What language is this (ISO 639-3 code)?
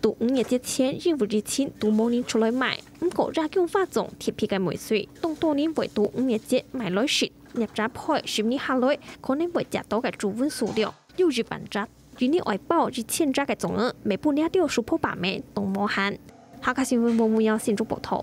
hak